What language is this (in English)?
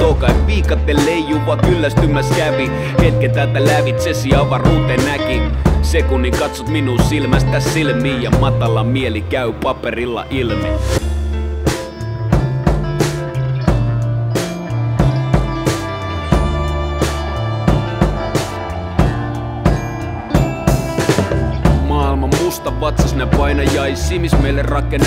Finnish